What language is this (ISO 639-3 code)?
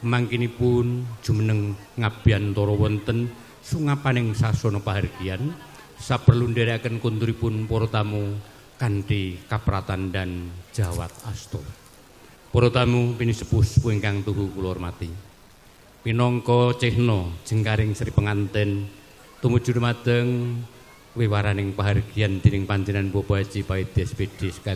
jav